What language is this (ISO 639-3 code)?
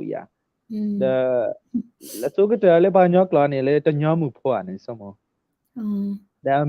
ksw